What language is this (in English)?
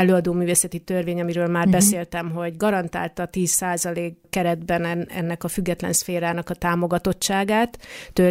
Hungarian